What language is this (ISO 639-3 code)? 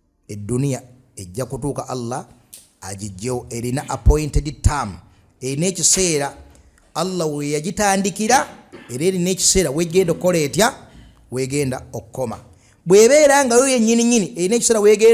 lug